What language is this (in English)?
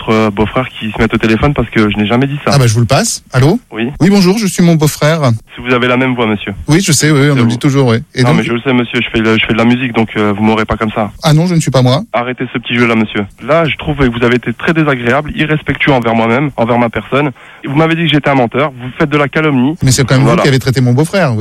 French